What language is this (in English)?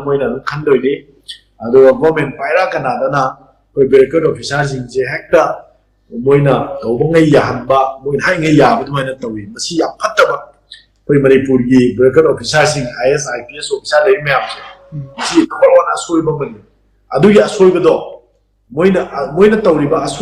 Manipuri